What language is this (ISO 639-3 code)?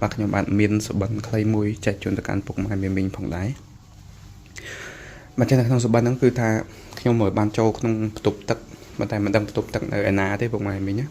khm